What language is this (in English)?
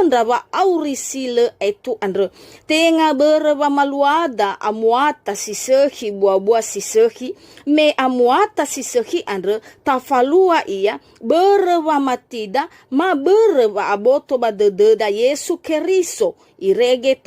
Nias